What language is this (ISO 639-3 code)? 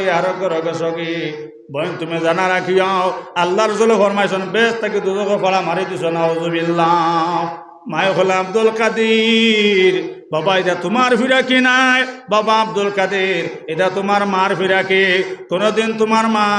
syl